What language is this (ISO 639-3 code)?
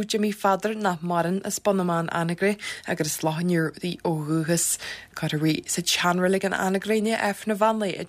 gle